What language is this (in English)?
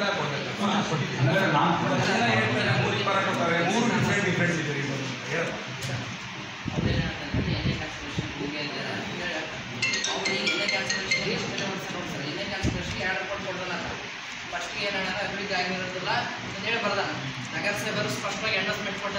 Kannada